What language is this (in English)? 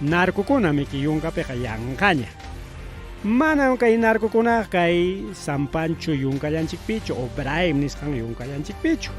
Ayacucho Quechua